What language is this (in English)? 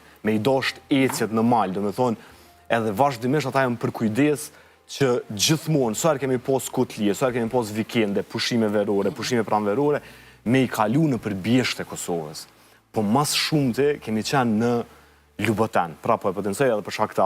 Albanian